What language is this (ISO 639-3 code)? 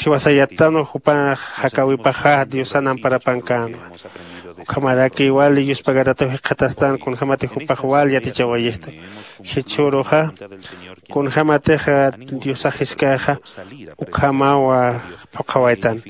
aym